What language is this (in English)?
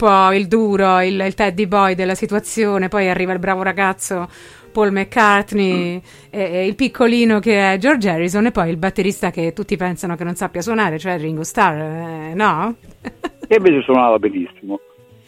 Italian